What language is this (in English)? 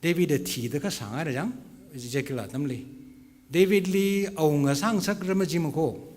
Tangkhul Naga (India)